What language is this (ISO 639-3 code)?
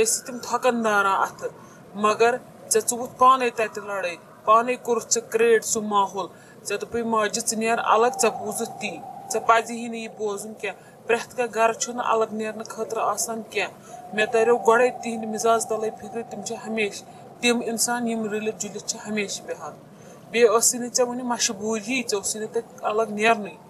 kas